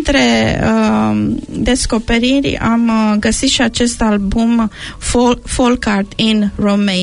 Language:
Romanian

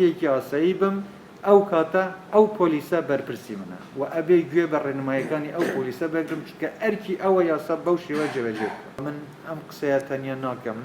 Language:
Central Kurdish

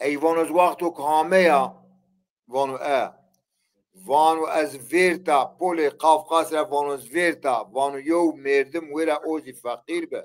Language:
Zaza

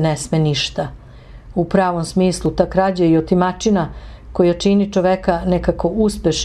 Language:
Serbian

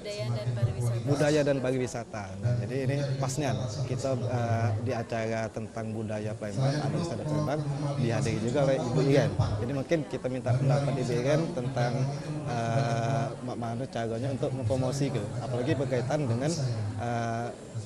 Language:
Musi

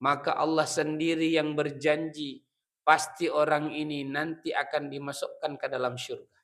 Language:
Buginese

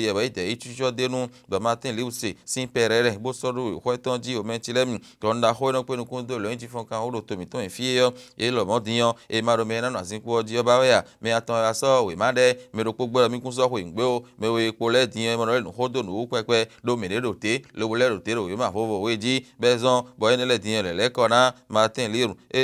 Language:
Fon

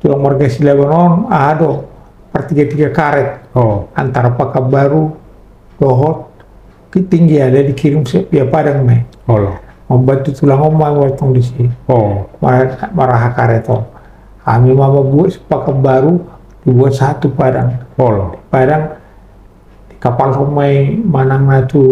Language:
Batak Toba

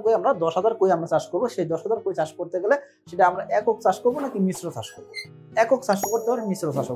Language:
Bangla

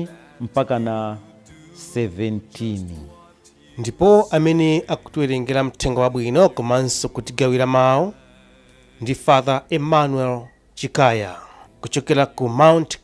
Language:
Nyanja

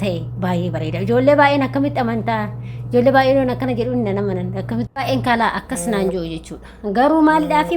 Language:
Oromo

